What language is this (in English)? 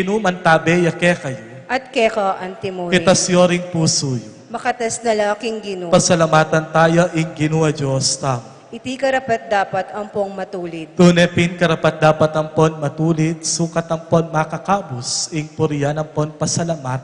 Pampanga